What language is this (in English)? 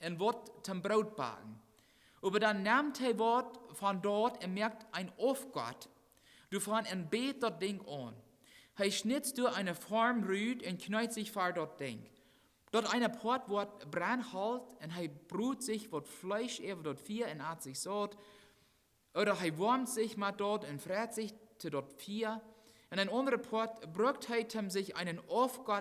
Plautdietsch